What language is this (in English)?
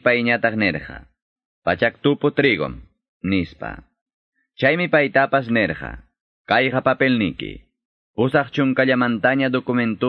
Quechua